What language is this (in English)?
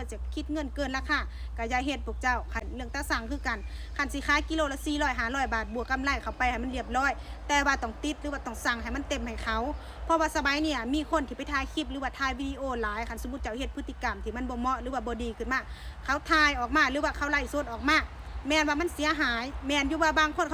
Lao